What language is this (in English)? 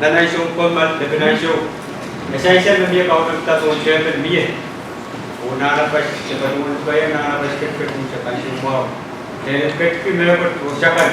Pohnpeian